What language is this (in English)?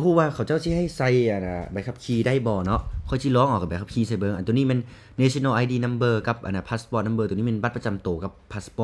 Lao